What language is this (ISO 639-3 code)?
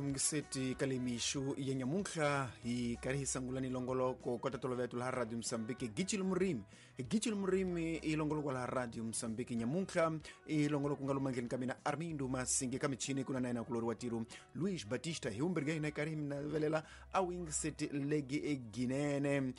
tso